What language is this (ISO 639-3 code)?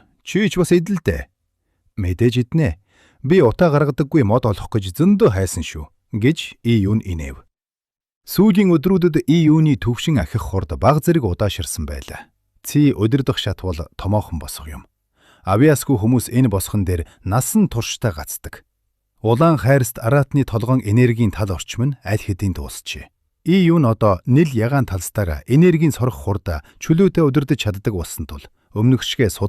mon